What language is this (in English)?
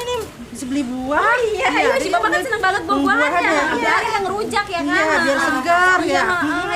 Betawi